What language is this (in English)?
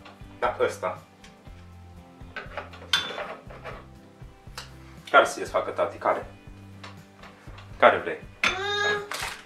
Romanian